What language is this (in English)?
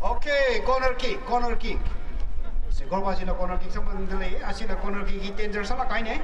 Tangkhul Naga (India)